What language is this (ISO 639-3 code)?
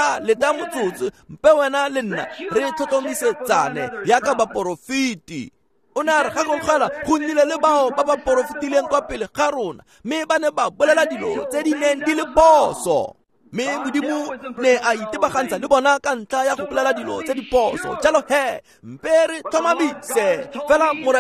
tsn